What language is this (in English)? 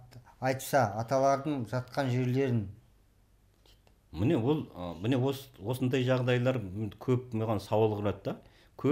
Kazakh